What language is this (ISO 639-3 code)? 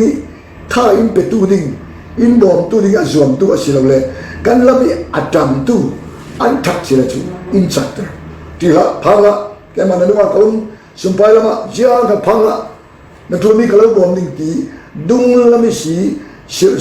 cfm